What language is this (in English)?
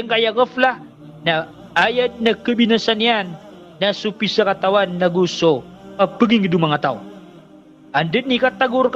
Maranao